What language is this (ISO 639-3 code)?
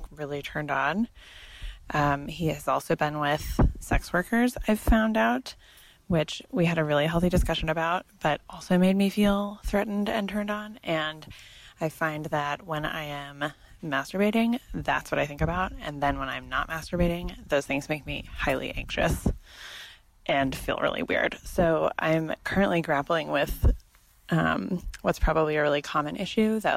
eng